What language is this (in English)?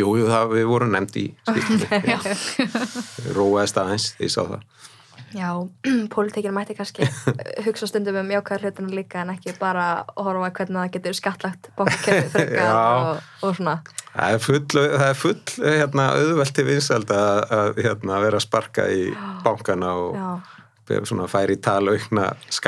Icelandic